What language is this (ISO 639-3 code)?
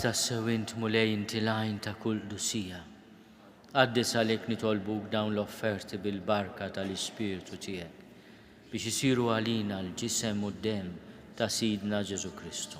mlt